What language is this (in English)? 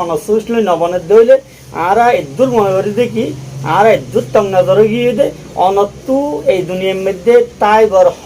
Rohingya